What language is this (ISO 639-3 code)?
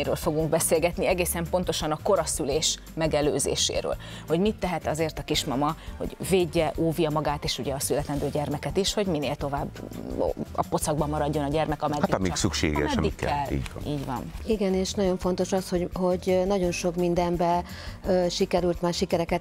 hun